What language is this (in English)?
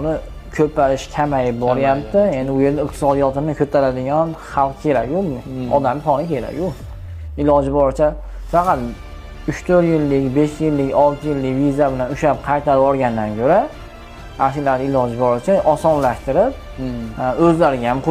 Uzbek